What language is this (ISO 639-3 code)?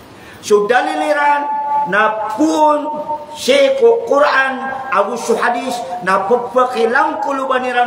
mrw